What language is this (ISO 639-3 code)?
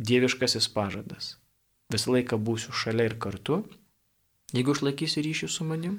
lit